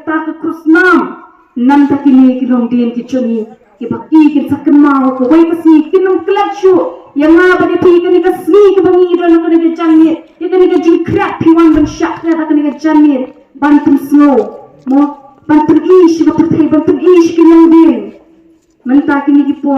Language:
Khasi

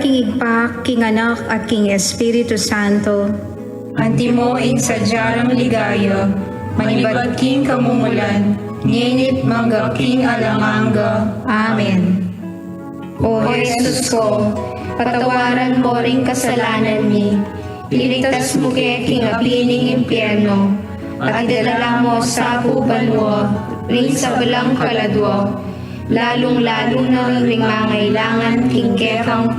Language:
Pampanga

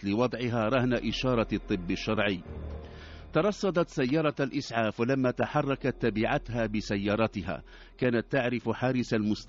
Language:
Arabic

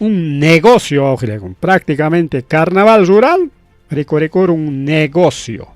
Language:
Ayacucho Quechua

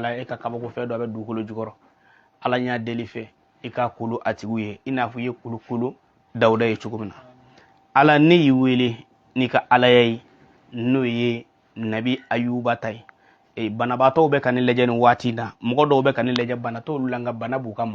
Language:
Bambara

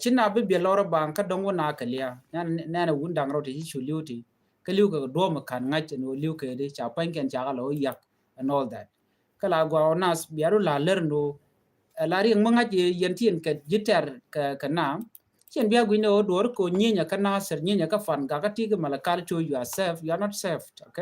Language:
Nuer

